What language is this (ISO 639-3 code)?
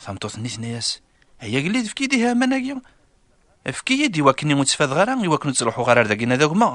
kab